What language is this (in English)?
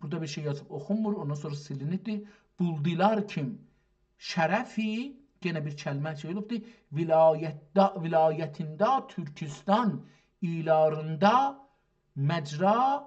South Azerbaijani